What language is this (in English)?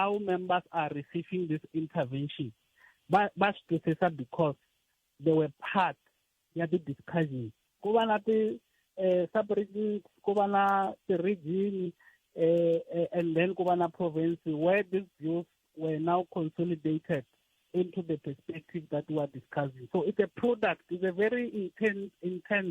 Tsonga